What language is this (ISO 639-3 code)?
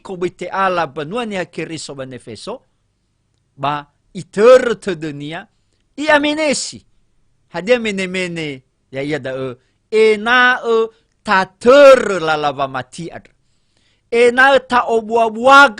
nia